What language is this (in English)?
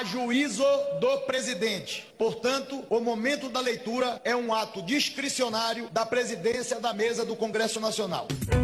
Portuguese